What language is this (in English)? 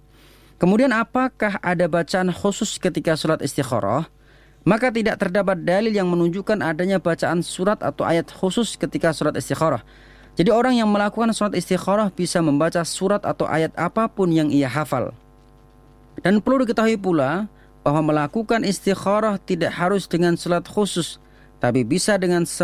Indonesian